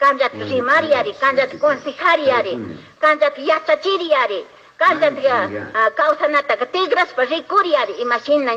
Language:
Chimborazo Highland Quichua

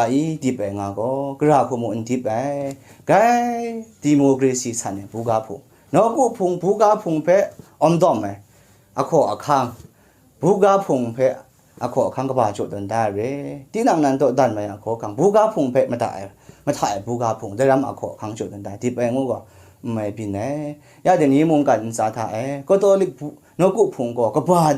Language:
Kachin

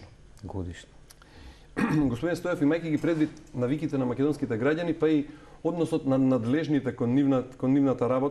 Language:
Macedonian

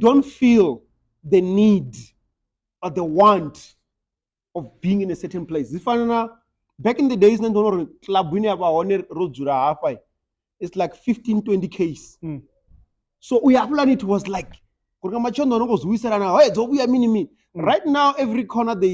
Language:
Venda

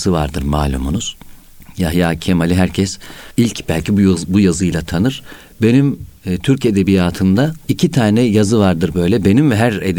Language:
Turkish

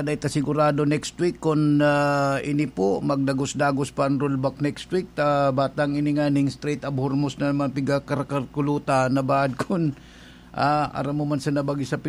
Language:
Bikol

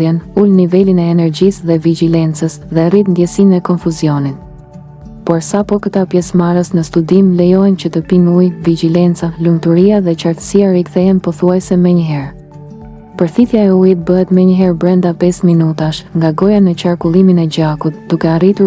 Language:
Albanian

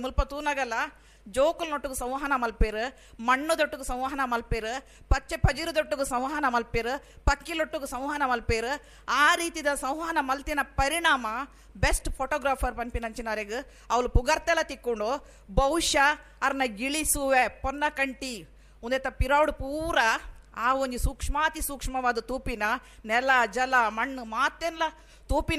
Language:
Tulu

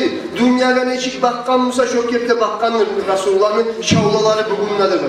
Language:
Kumyk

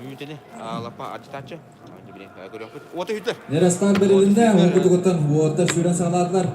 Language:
Yakut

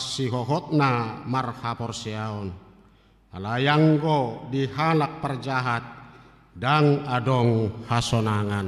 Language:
Batak Toba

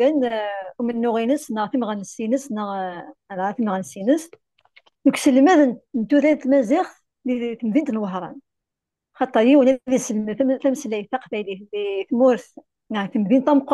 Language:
Kabyle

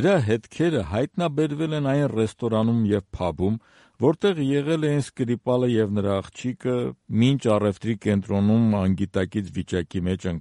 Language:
Armenian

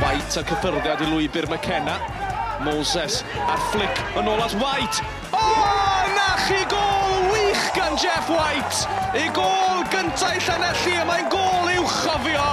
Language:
Welsh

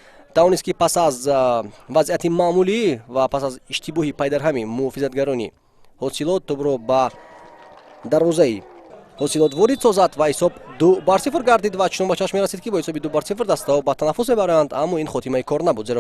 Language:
Tajik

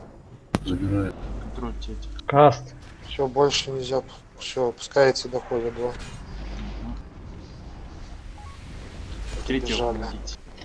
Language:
Russian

